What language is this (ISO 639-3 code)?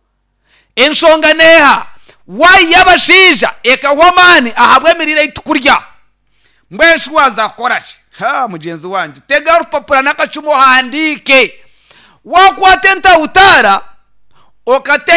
nyn